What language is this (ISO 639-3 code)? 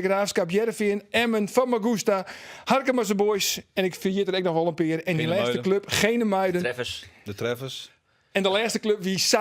fry